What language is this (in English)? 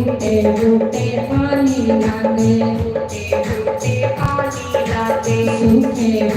Dogri